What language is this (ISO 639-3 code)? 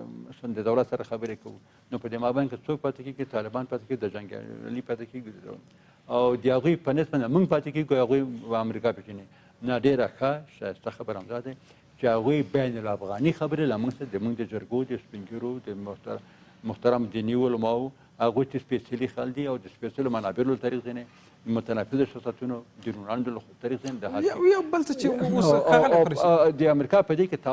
pus